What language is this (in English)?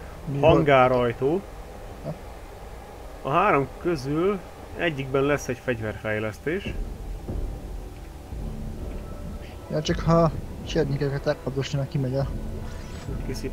Hungarian